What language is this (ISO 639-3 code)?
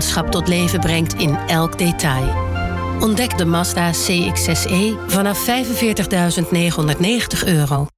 nld